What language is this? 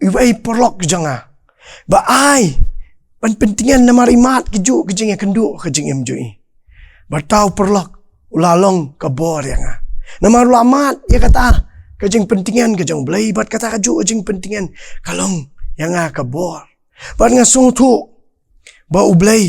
Khasi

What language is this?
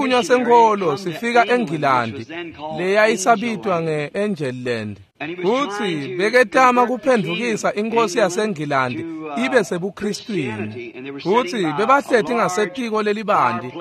Swati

